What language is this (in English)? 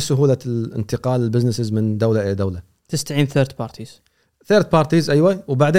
Gulf Arabic